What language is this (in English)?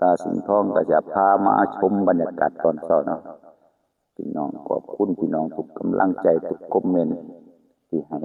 Northeastern Thai